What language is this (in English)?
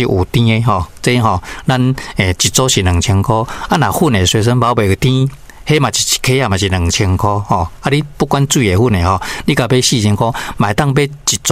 Min Nan Chinese